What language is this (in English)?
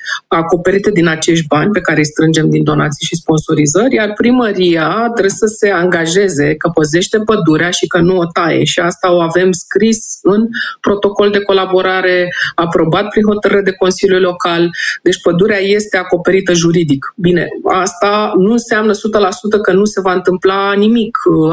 Romanian